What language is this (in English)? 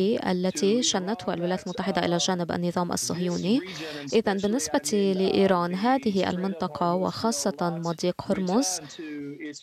Arabic